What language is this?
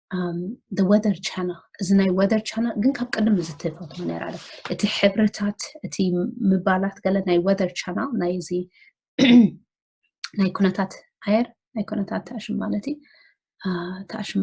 Tigrinya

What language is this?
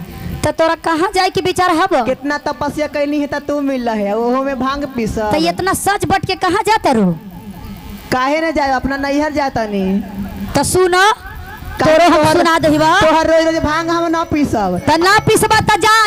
Magahi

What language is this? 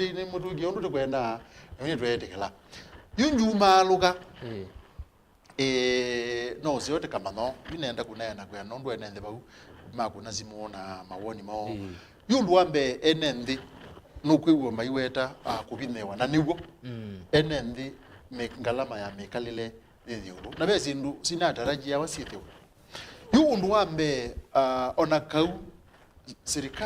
Kamba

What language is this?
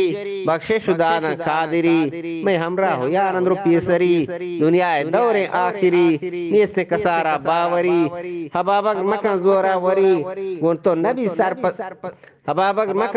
Eastern Balochi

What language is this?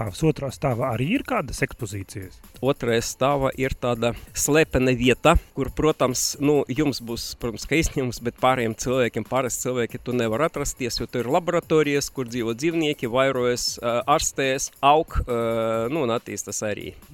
Latvian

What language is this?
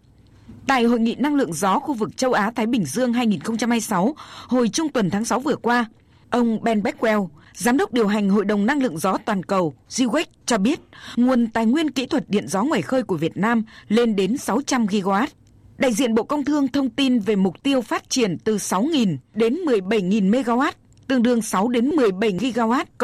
Vietnamese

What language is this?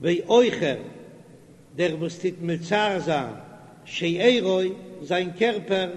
Yiddish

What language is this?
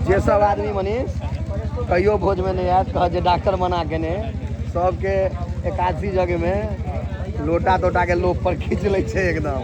Maithili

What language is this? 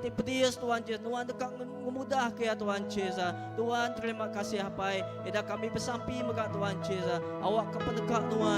Iban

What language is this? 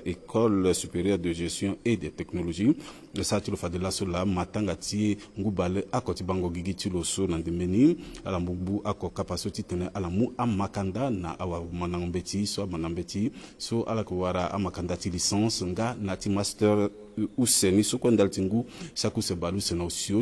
Sango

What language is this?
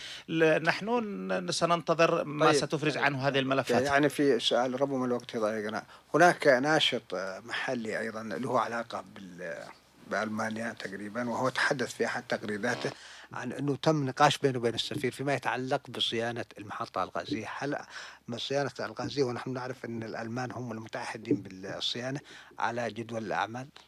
Arabic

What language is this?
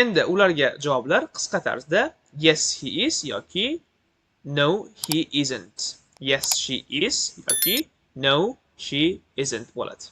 Uzbek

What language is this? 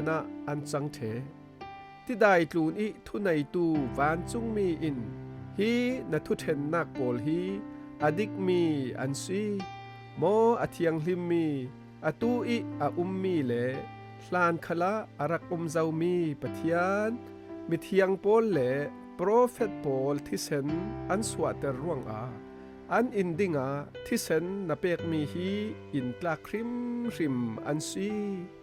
Falam Chin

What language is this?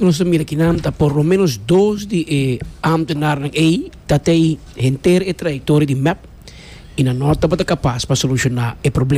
Papiamento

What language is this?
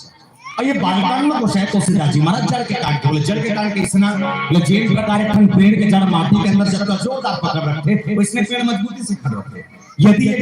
Chhattisgarhi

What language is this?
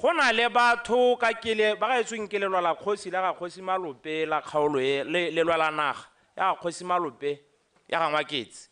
Tswana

